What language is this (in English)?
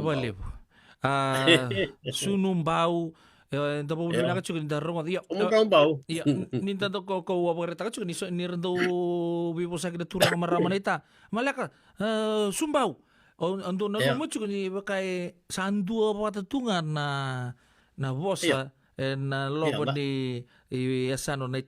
Fijian